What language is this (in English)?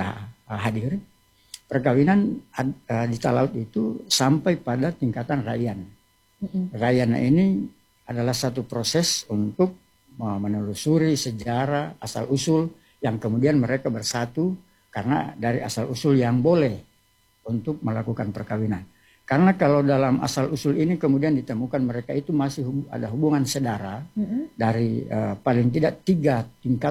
Indonesian